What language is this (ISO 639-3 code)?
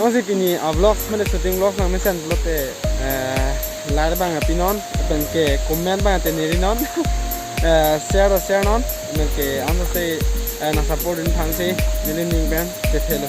mjw